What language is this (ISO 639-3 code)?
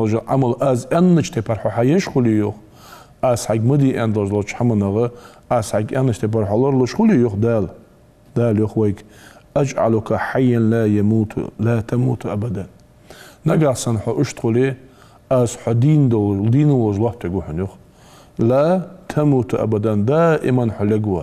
inh